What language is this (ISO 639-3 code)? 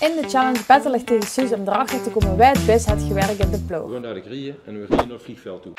lim